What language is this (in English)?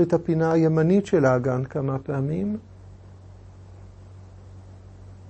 Hebrew